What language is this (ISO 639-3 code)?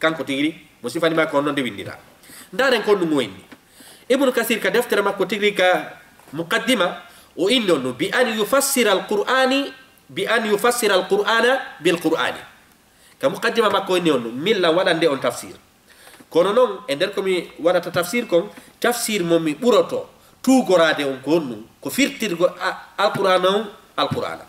ful